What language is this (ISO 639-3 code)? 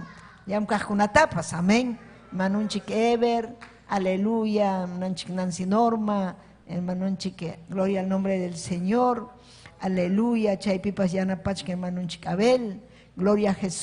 quy